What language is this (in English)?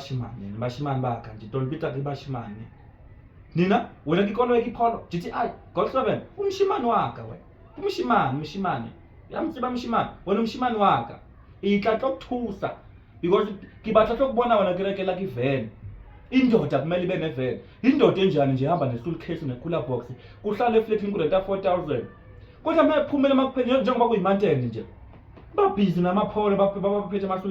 Zulu